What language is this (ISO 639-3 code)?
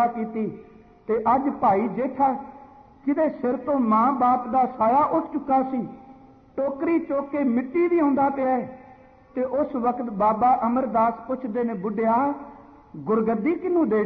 pan